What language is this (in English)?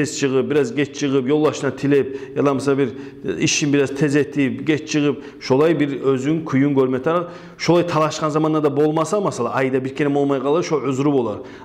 Kumyk